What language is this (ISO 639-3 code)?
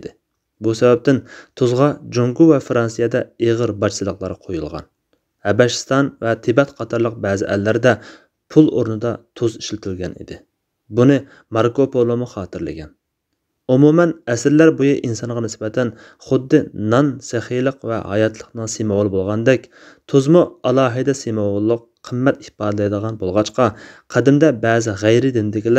uig